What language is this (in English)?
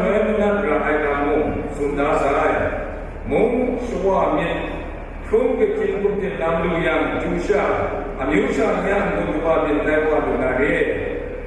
Kachin